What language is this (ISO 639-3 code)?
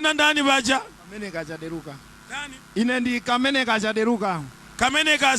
nya